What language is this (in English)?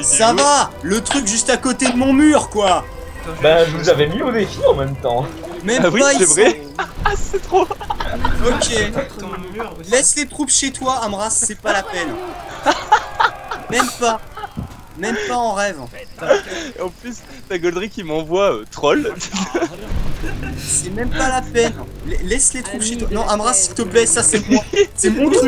French